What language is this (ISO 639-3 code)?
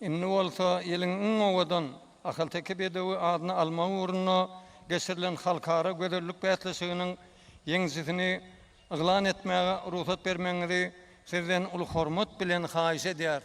tuk